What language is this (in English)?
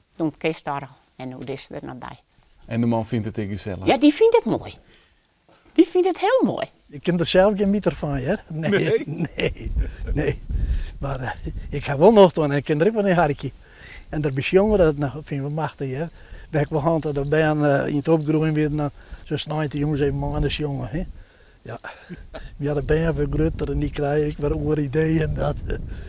Western Frisian